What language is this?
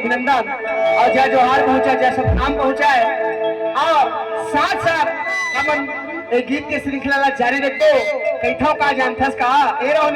Chhattisgarhi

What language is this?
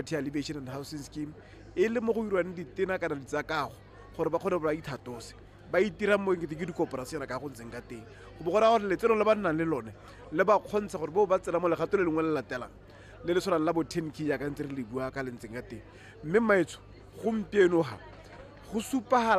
Tswana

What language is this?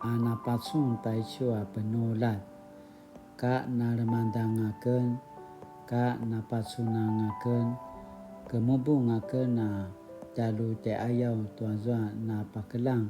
Paiwan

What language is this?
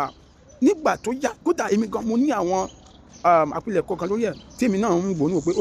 Yoruba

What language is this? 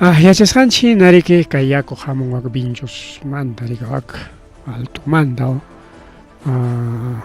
Ayacucho Quechua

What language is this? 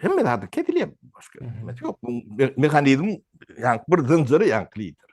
Turkmen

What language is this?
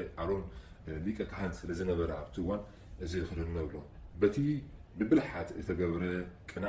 Tigrinya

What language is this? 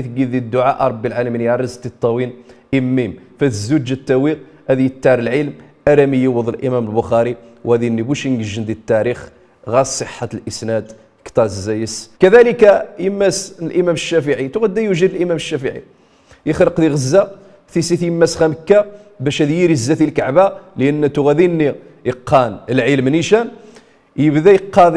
Riffian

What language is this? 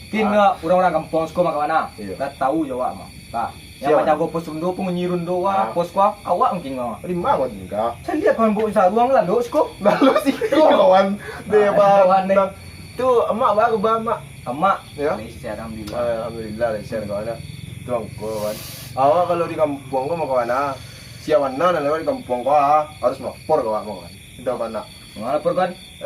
Minangkabau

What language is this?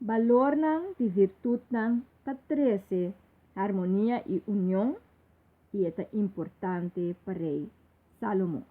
Papiamento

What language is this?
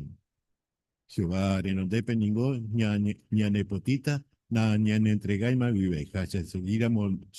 Guarani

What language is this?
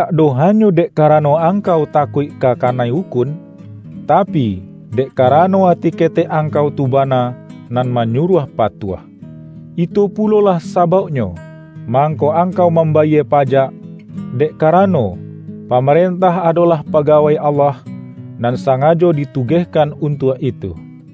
Minangkabau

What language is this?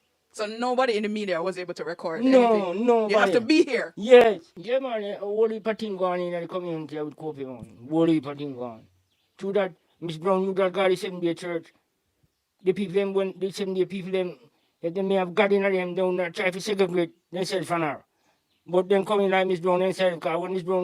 Jamaican Creole English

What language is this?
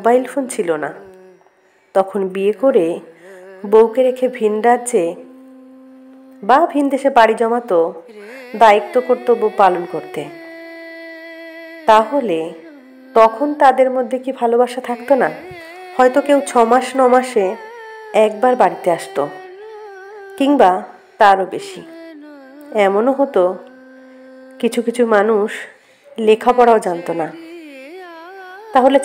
Bangla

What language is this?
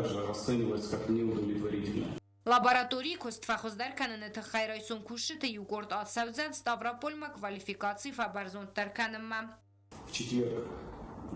Ossetic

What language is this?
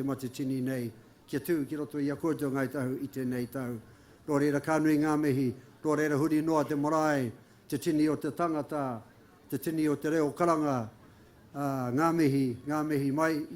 Māori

